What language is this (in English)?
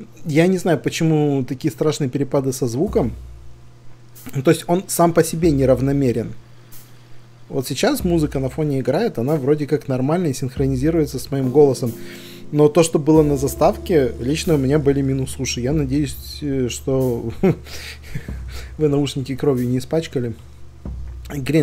Russian